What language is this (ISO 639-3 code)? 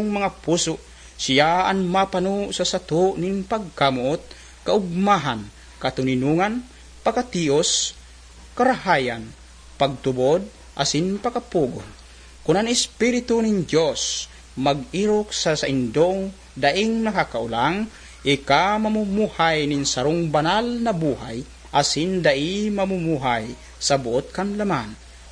bik